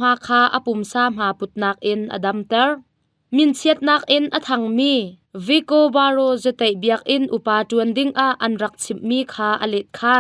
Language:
Hakha Chin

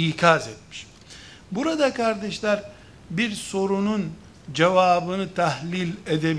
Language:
Turkish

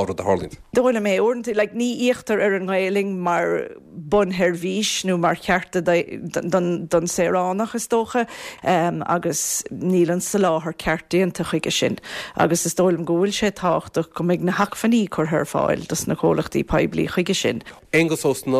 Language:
Irish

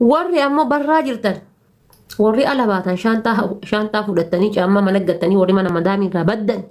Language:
Oromo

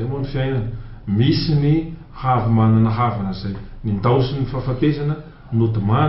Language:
Malagasy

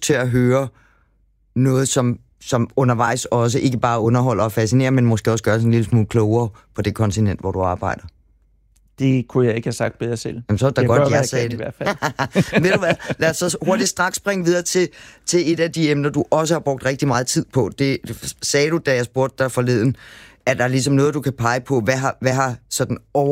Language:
Danish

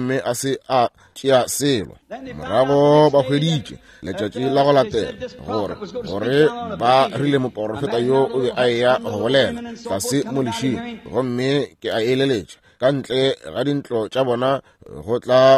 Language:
Northern Sotho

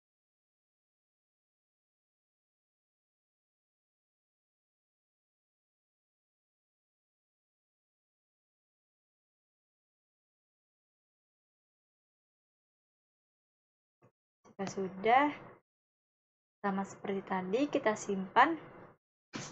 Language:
Indonesian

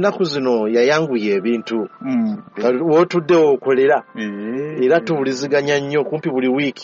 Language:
Ganda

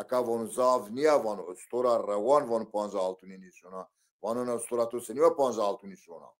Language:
Zaza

